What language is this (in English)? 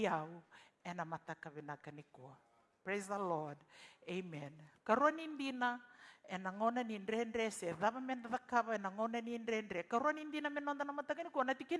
Fijian